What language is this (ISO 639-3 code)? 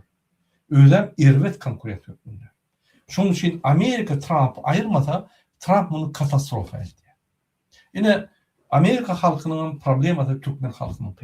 tuk